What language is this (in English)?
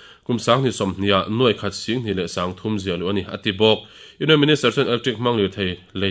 Mizo